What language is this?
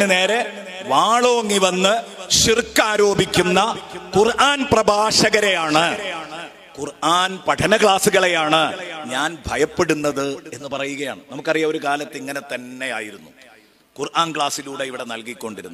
Malayalam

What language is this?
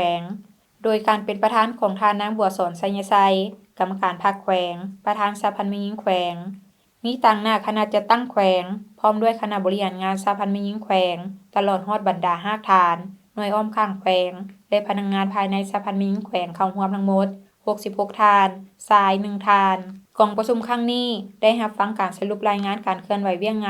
Lao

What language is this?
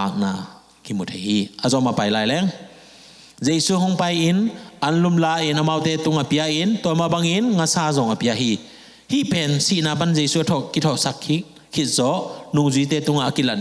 Tedim Chin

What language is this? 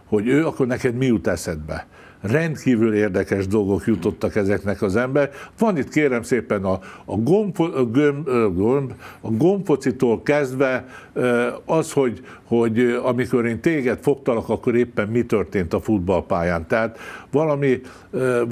Hungarian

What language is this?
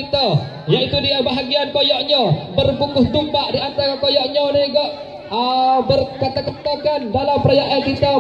Achinese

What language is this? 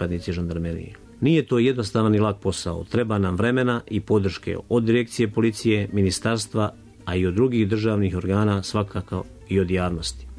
Serbian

